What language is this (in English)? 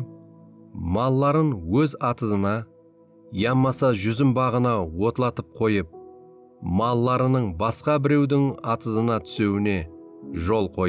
Kara-Kalpak